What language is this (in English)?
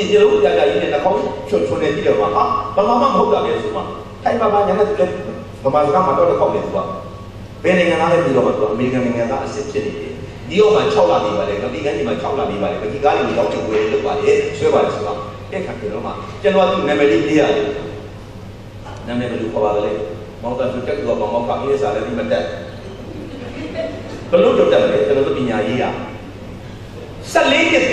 Burmese